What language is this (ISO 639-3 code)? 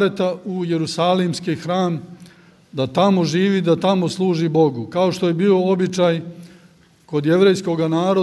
srp